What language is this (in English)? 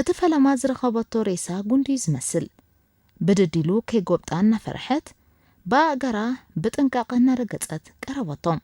Tigrinya